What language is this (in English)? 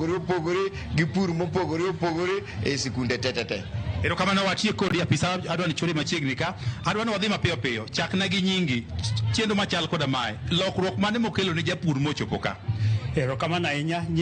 Luo (Kenya and Tanzania)